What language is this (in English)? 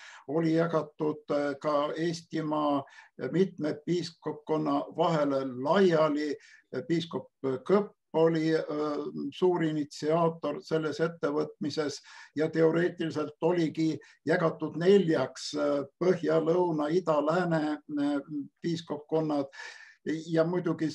Estonian